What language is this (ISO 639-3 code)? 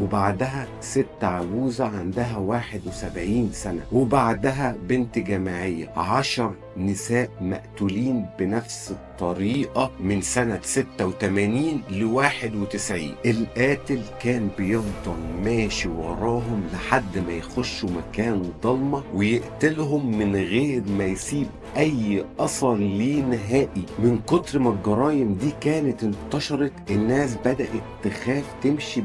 arz